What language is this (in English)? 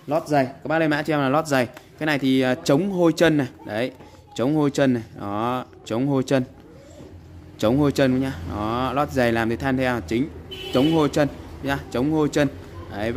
Vietnamese